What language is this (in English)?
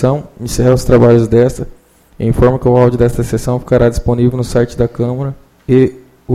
Portuguese